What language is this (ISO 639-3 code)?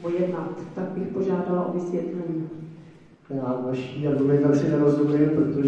ces